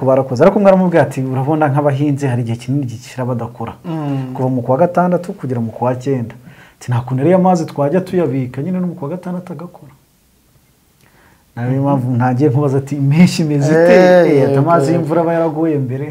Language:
Kinyarwanda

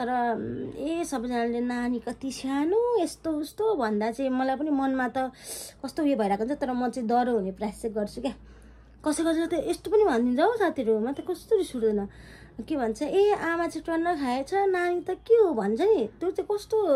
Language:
Nepali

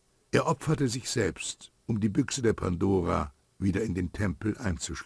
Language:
Bavarian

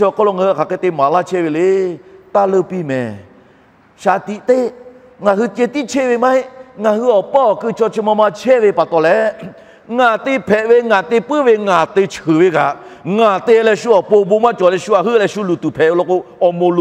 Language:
Lahu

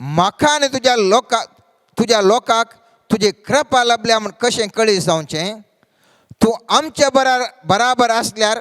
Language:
Konkani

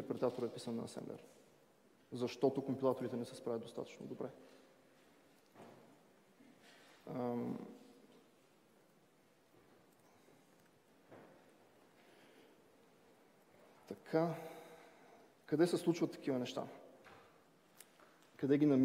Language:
Bulgarian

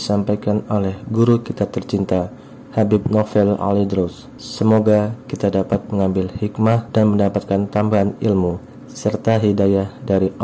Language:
Indonesian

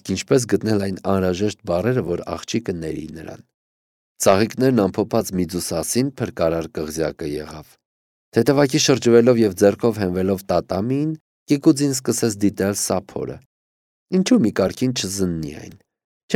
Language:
Armenian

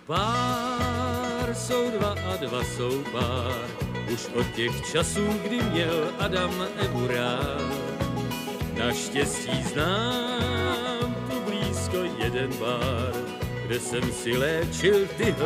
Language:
Czech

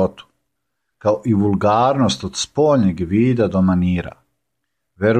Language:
Serbian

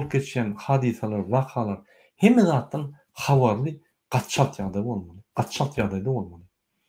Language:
Turkmen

